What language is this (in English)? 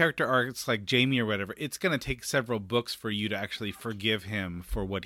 English